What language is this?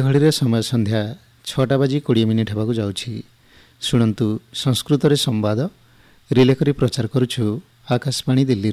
Odia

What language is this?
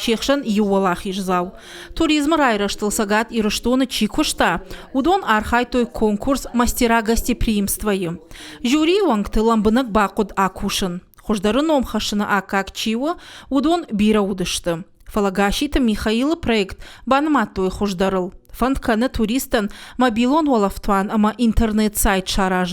Ossetic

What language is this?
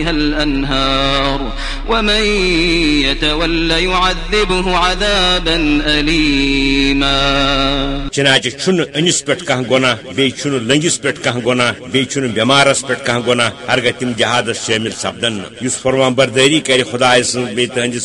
Kashmiri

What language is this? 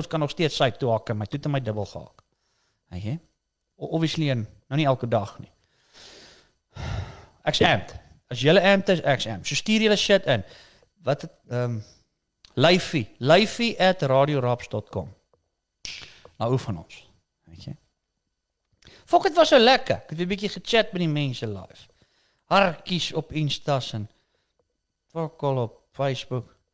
Afrikaans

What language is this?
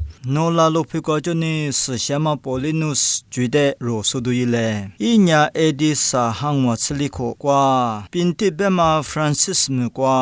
Lisu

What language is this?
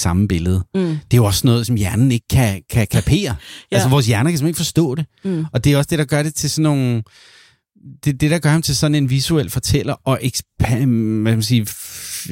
Danish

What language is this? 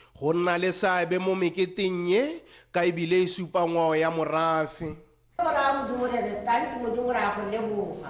Tswana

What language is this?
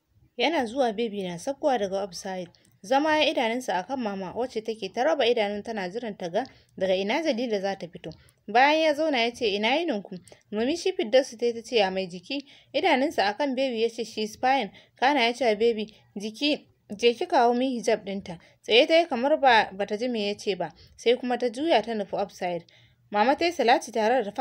Hausa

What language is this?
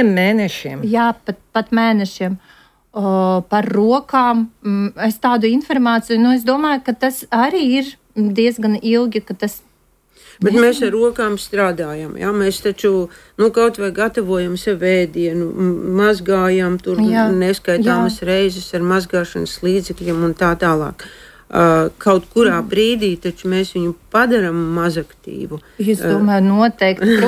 Latvian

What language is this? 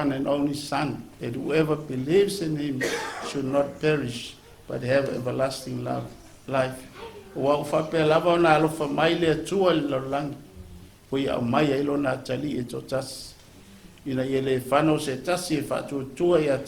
Samoan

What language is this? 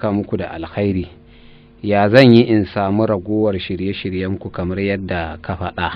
Hausa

